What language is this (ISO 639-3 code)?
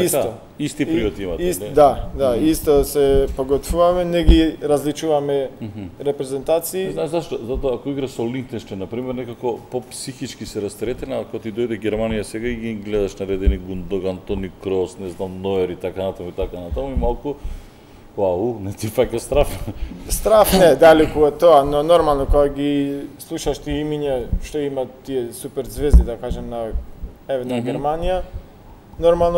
mkd